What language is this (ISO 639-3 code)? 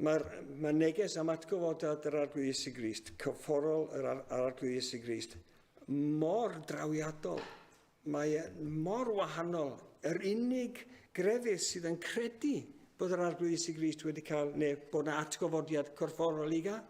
cym